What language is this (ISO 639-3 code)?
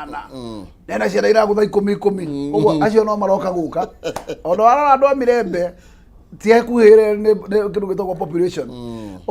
kik